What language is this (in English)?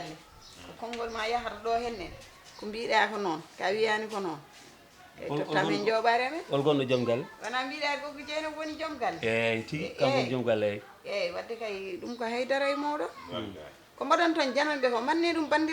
Fula